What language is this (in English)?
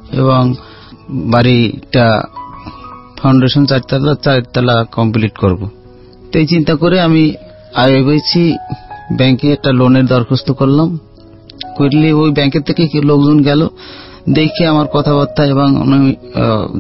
Bangla